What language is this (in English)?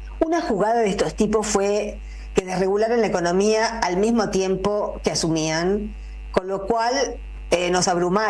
Spanish